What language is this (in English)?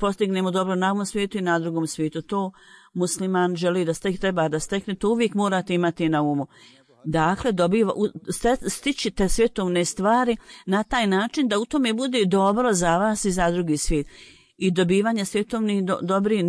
Bosnian